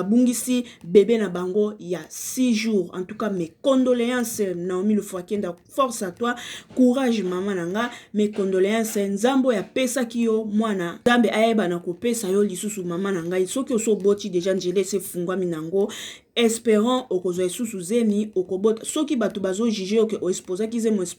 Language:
Lingala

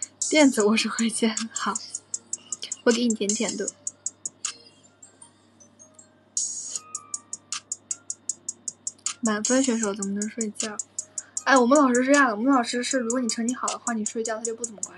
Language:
Chinese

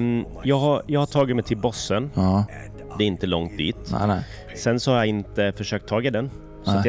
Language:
Swedish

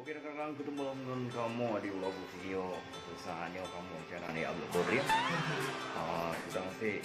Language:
Achinese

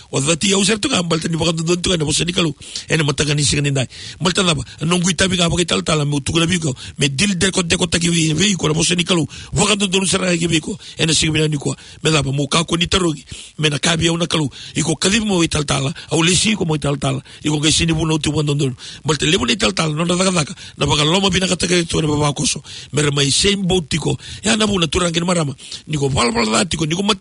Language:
Fijian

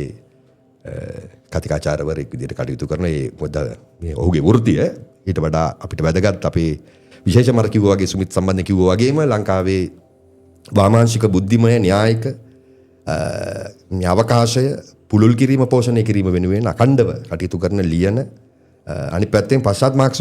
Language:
Sinhala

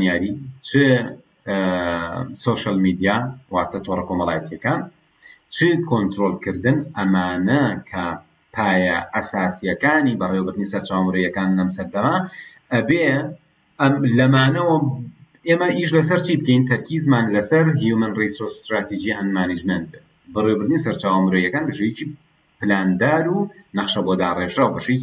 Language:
Central Kurdish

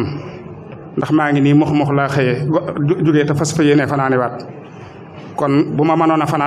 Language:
Wolof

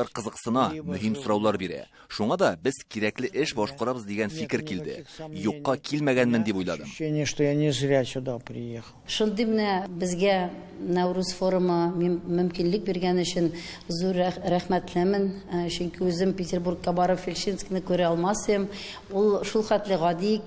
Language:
Tatar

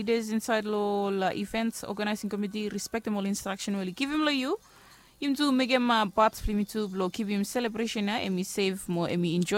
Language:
Bislama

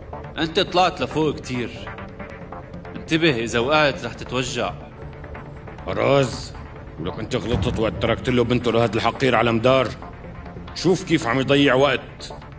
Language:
North Levantine Arabic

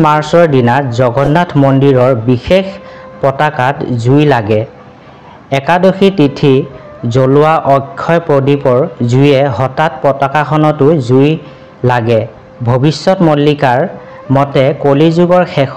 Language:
Assamese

